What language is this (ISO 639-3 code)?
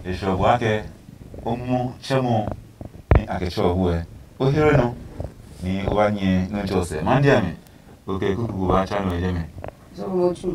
ada